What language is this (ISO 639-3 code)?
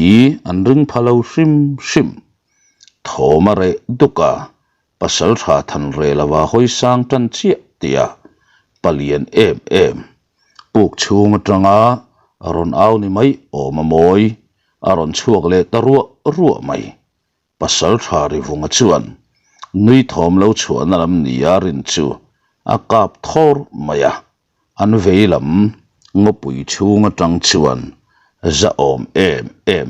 lus